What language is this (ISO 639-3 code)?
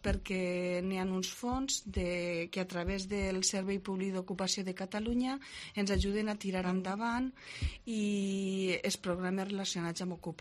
cat